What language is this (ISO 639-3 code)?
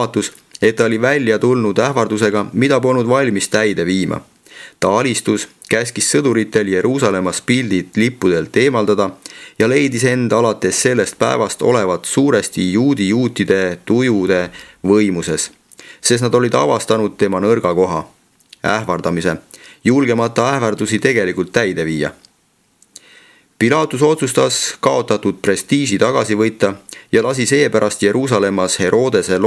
est